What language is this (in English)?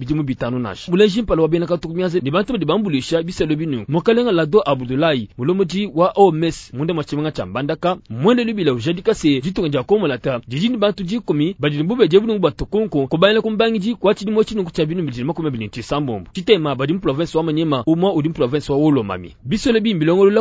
Luba-Lulua